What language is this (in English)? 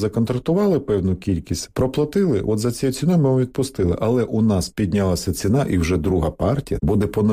Ukrainian